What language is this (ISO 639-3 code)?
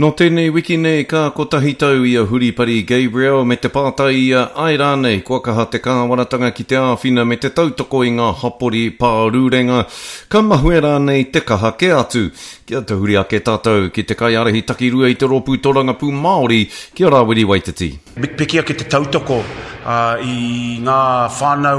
mri